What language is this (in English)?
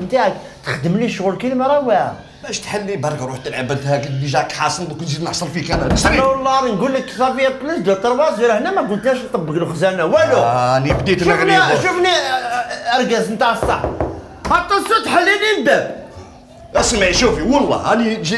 Algerian Arabic